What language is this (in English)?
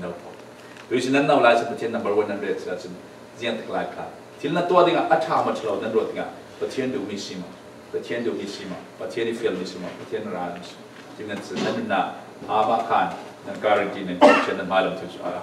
Falam Chin